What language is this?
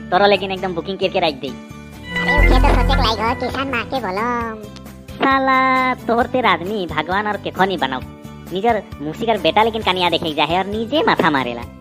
Sadri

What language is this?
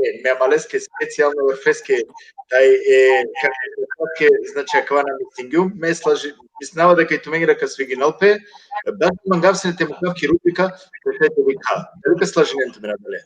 Balkan Romani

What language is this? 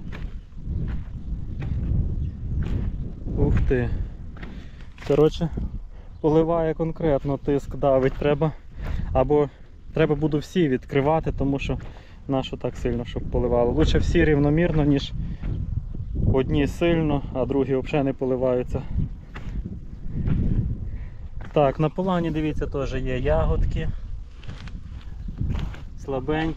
Ukrainian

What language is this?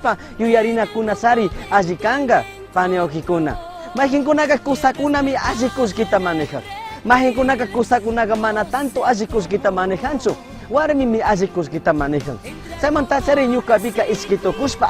Chimborazo Highland Quichua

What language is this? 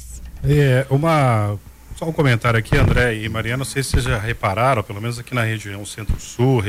Portuguese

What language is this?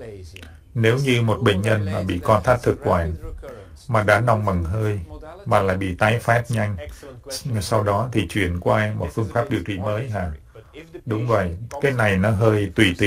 Vietnamese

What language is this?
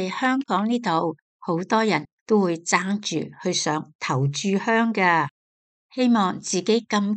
Cantonese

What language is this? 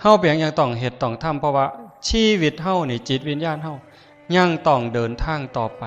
Northeastern Thai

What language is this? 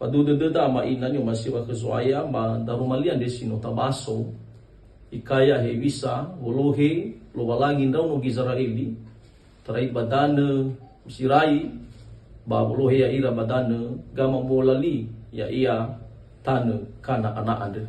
Nias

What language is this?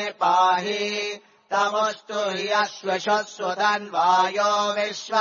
Sanskrit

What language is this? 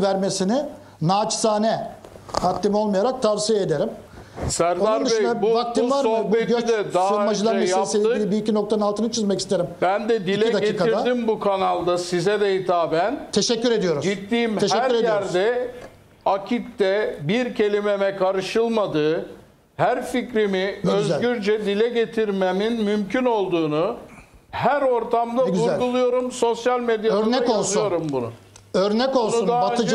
Turkish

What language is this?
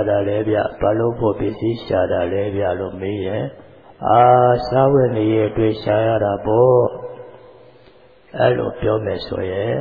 Burmese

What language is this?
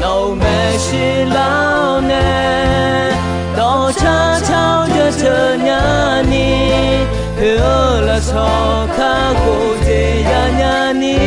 Akha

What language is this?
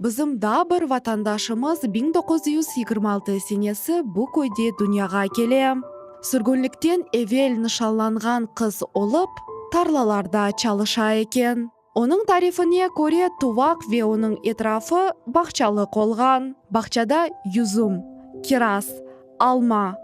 Crimean Tatar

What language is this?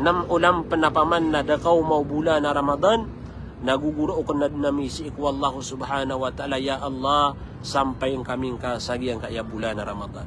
Maranao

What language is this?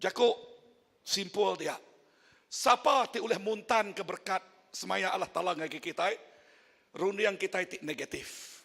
Iban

